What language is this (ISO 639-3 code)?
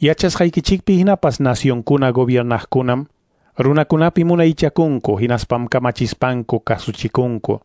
que